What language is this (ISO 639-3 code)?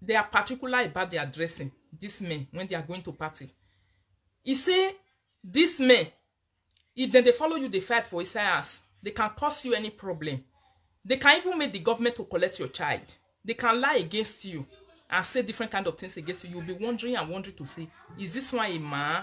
pcm